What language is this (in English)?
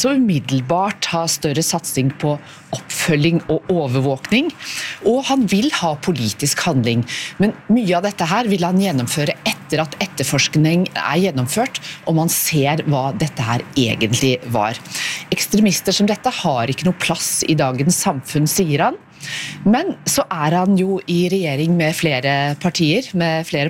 Norwegian